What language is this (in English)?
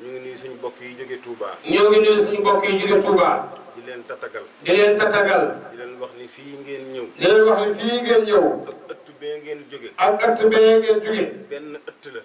Wolof